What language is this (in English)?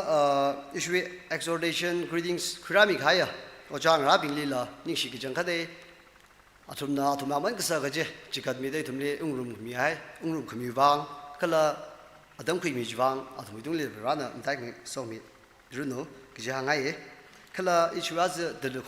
Tangkhul Naga (India)